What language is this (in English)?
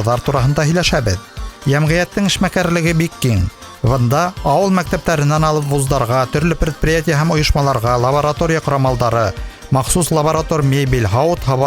Bashkir